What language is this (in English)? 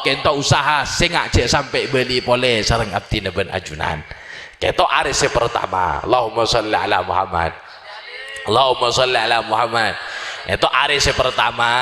Madurese